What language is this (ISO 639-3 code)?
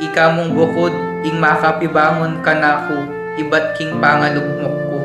pam